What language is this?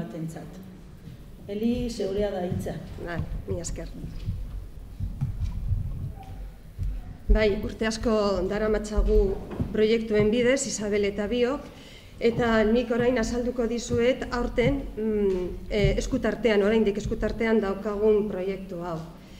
Basque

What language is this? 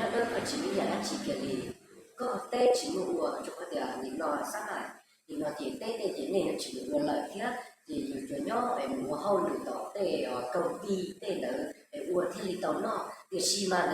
Hmong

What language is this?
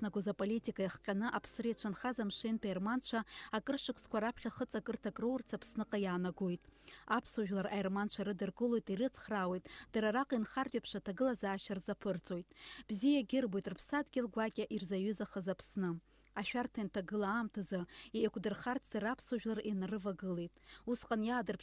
Abkhazian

